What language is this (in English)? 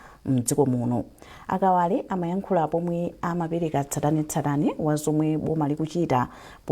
Nyanja